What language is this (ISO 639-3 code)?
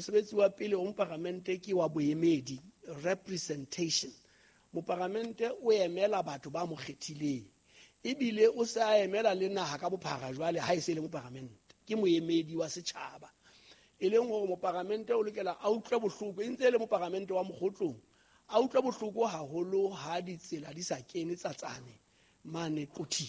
sot